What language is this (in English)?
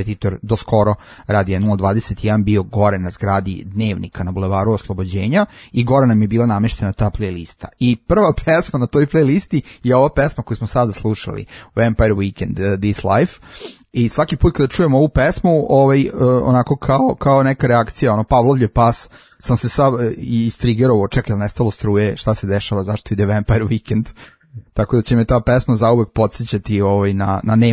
Serbian